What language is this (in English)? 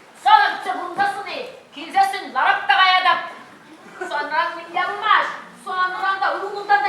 Chuvash